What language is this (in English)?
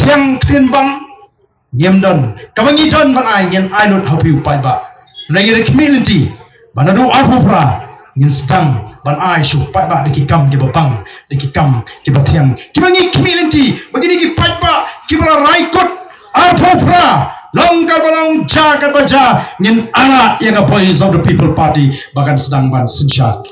Khasi